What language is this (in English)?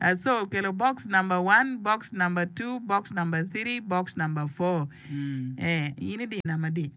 Acoli